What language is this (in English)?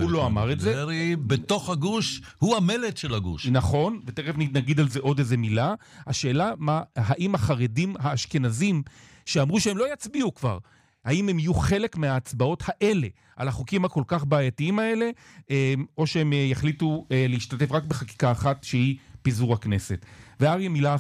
Hebrew